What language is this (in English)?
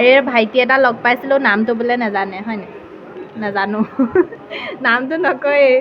Assamese